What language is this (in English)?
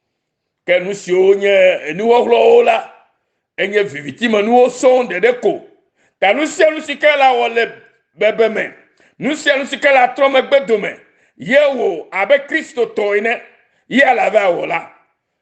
Ewe